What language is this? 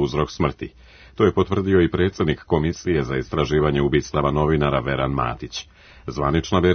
Serbian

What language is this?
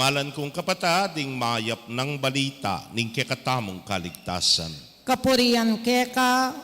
Pampanga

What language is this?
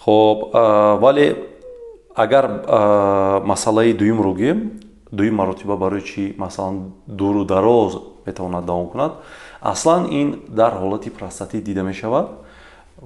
Tajik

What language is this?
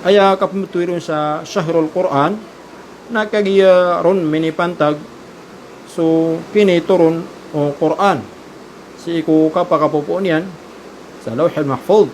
Maranao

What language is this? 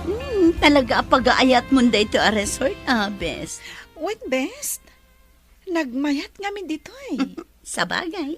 Iloko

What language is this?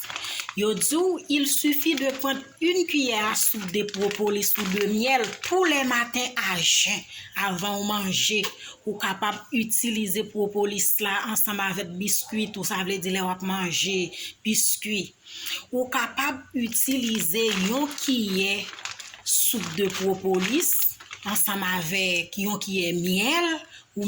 Haitian Creole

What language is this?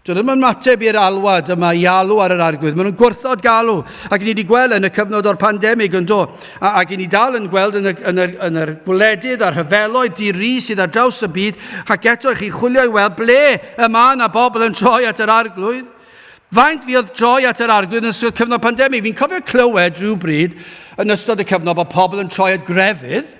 Welsh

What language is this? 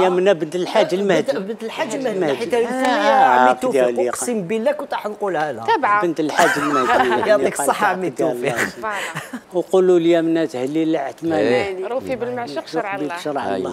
Algerian Arabic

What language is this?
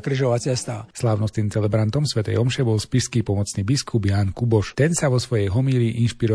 Slovak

